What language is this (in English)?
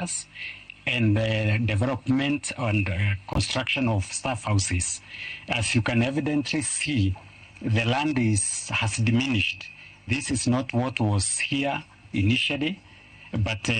Luo (Kenya and Tanzania)